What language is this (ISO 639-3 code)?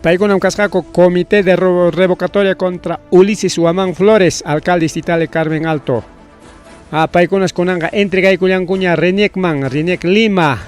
quy